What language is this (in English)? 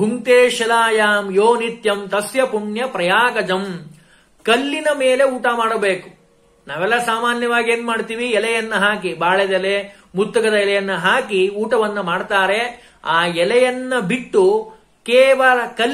Kannada